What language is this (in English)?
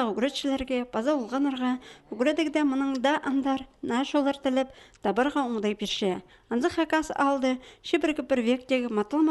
Khakas